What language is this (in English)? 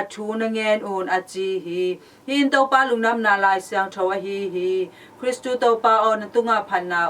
Tedim Chin